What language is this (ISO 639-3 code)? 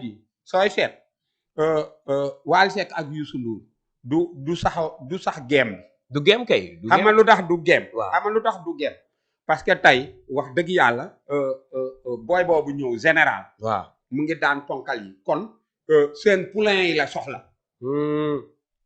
wol